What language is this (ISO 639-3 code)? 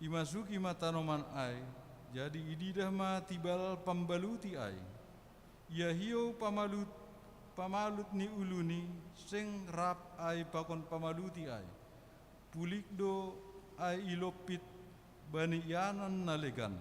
bts